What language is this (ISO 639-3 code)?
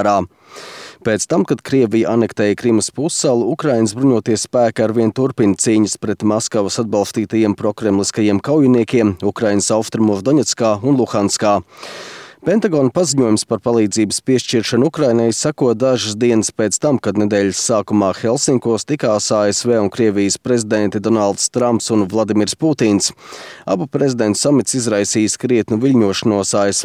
lav